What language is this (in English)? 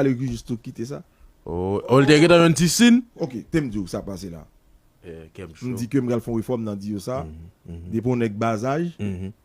Haitian Creole